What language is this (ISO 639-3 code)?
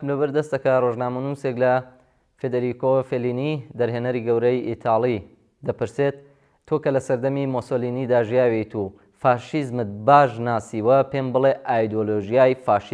ckb